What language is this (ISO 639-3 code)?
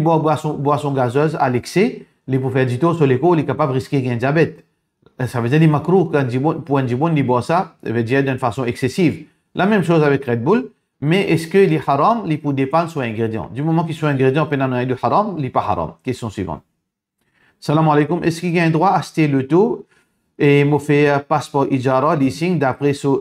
mfe